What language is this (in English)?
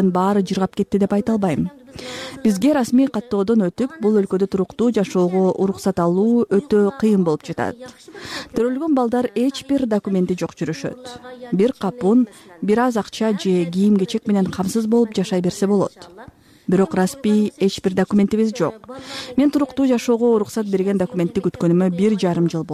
Kyrgyz